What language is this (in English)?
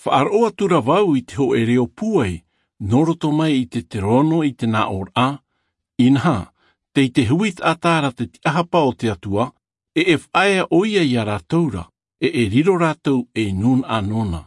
Tahitian